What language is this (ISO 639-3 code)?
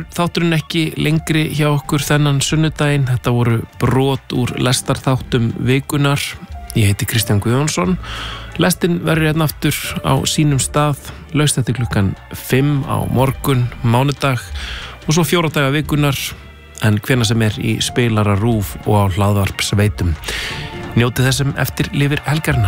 isl